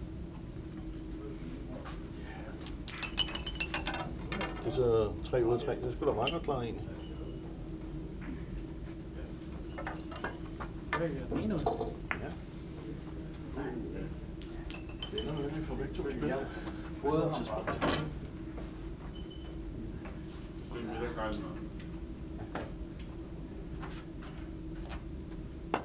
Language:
Danish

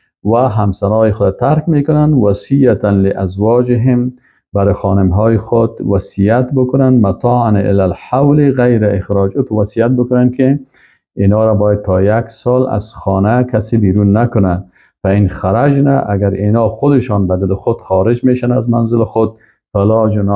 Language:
Persian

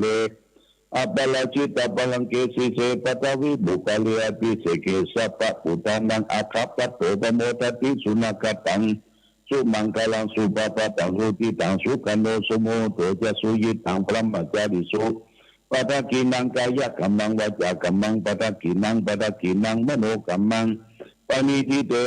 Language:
Pali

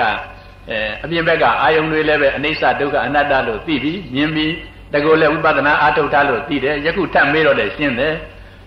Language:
Burmese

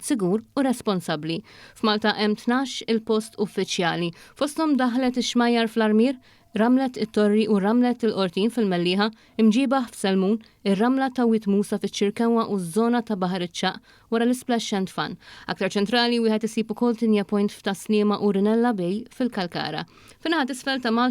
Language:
Maltese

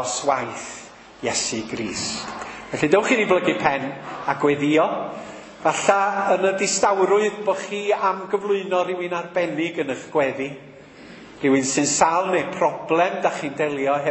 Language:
Welsh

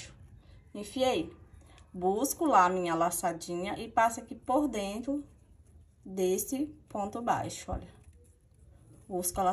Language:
Portuguese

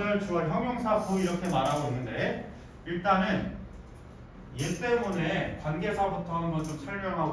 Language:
Korean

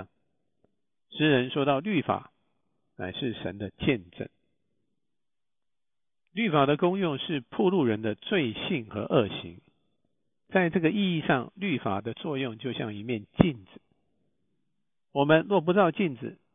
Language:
Chinese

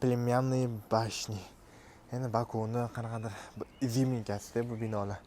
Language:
Uzbek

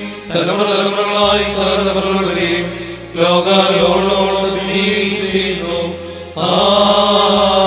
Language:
Malayalam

